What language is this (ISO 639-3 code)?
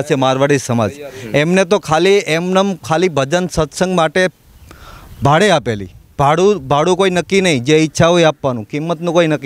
guj